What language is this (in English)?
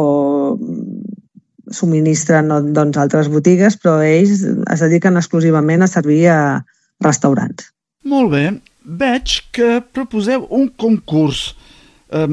Catalan